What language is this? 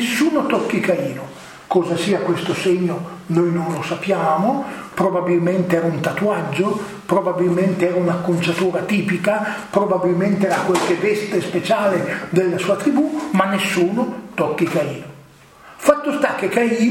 Italian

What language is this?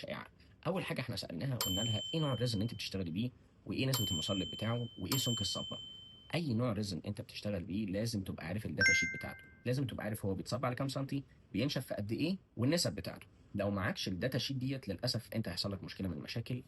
Egyptian Arabic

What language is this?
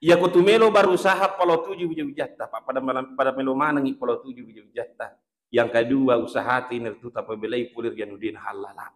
Buginese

